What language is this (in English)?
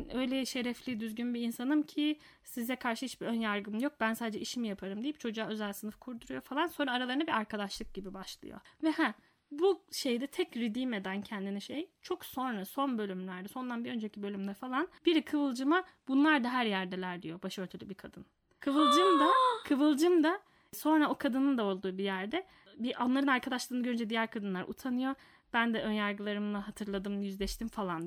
Turkish